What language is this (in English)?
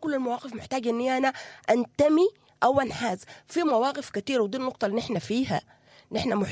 Sudanese Arabic